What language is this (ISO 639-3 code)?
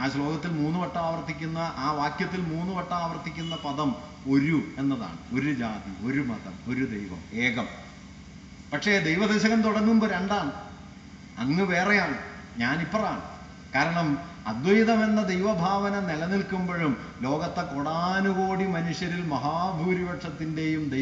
mal